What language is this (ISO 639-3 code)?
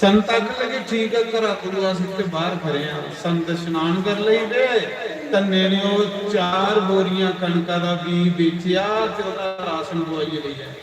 doi